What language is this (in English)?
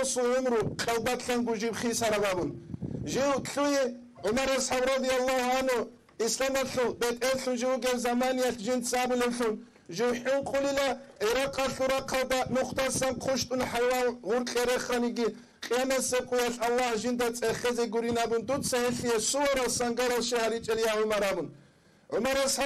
Avaric